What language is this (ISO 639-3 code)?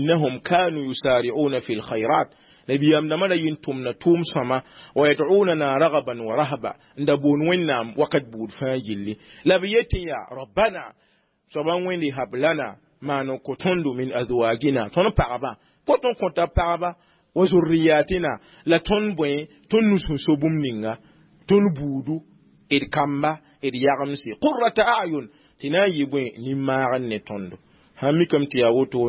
mos